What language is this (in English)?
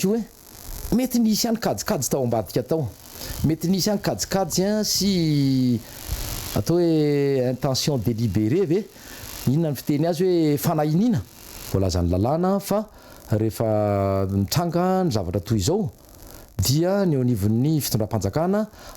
Malagasy